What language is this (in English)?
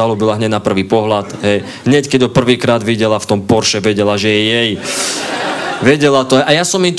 Slovak